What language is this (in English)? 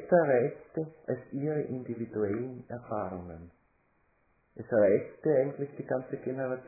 German